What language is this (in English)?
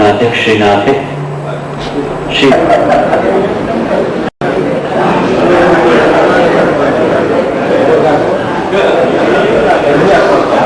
Gujarati